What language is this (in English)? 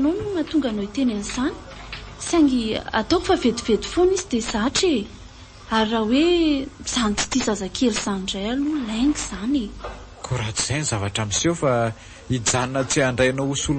Malagasy